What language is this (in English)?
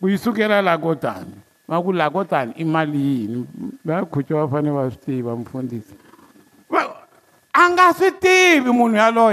Tsonga